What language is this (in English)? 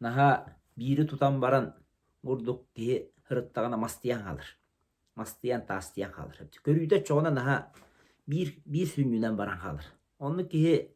Yakut